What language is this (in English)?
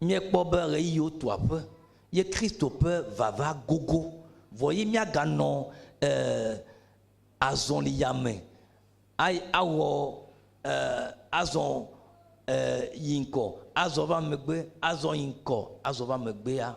Ewe